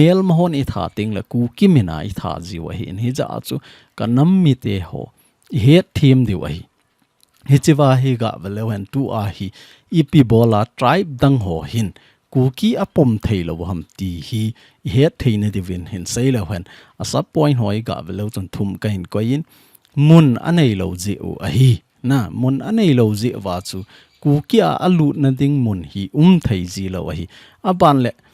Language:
Thado Chin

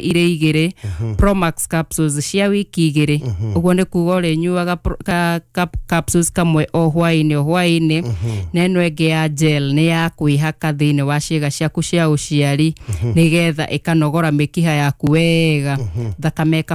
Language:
Kikuyu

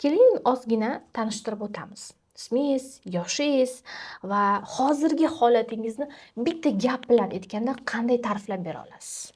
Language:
Uzbek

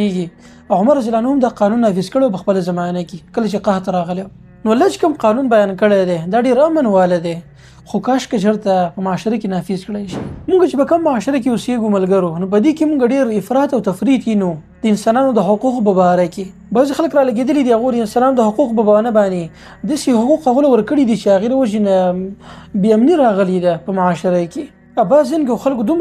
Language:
Pashto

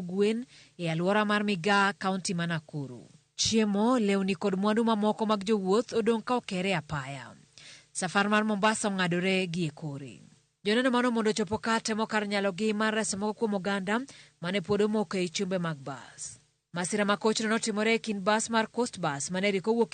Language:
Luo (Kenya and Tanzania)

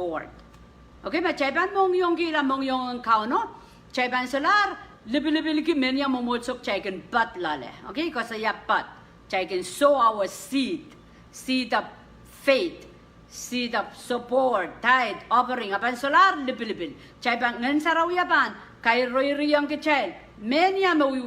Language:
Pohnpeian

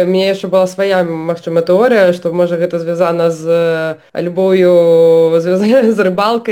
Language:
Belarusian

